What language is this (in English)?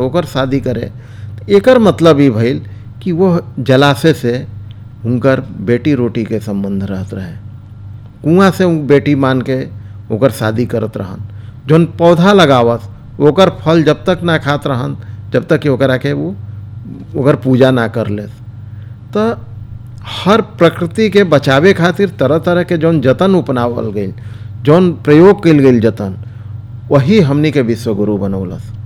Bhojpuri